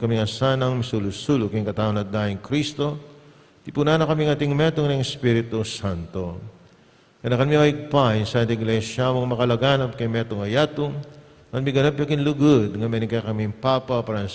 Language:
Pampanga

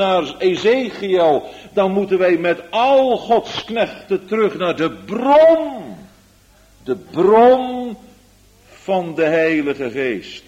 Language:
Dutch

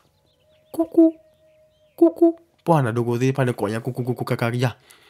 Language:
S'gaw Karen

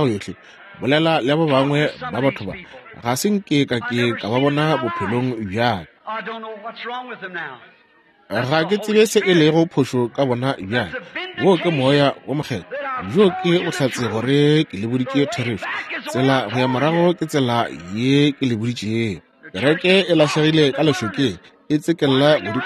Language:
Northern Sotho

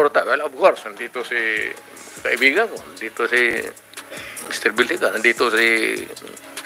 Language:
Filipino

